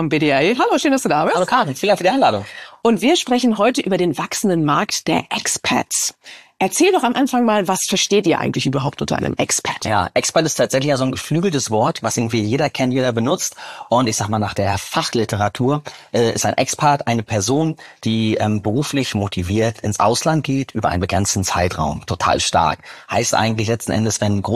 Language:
German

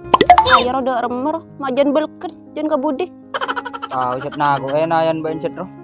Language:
Madurese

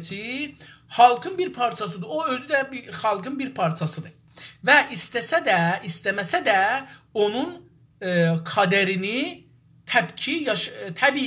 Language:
South Azerbaijani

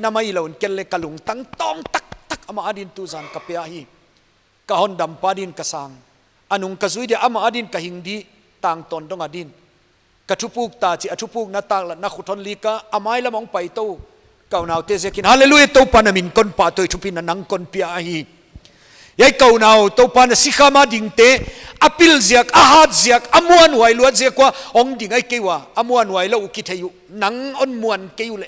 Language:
Paite Chin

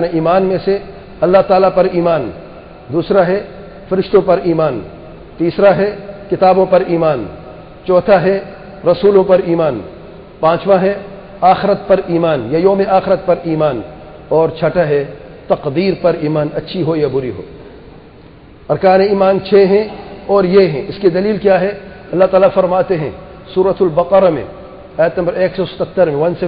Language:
Urdu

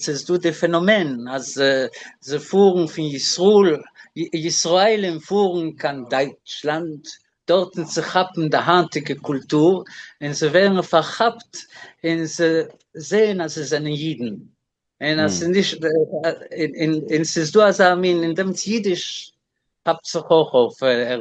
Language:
Yiddish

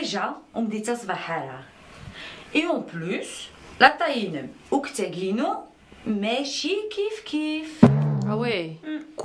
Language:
Kabyle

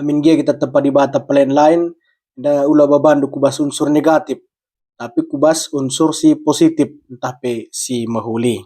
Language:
Batak Karo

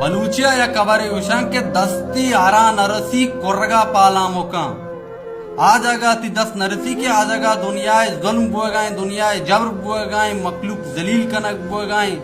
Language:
Baluchi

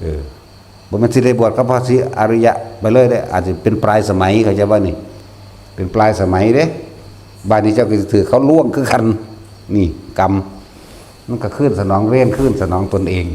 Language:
Northeastern Thai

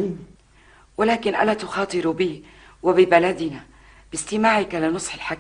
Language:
North Levantine Arabic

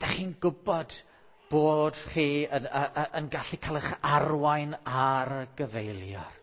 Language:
Welsh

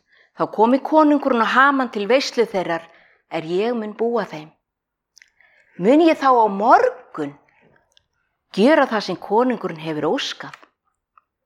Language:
Icelandic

